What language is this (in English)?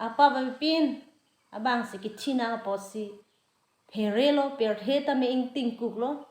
Karbi